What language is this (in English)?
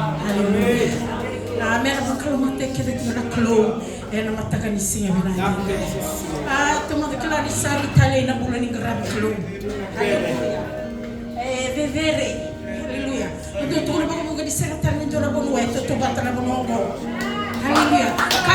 Fijian